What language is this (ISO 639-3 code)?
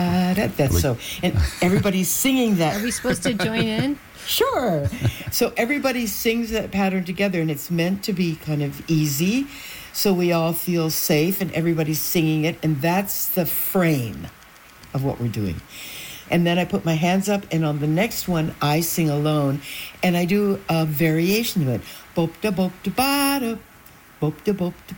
eng